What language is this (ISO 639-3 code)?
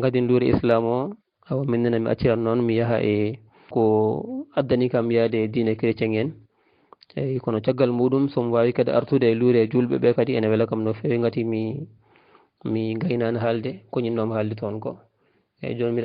ful